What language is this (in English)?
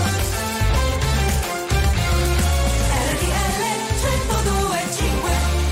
Italian